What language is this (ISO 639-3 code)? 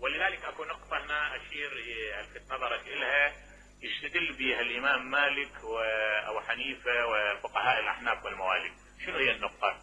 acm